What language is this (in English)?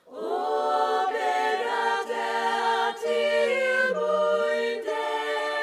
Faroese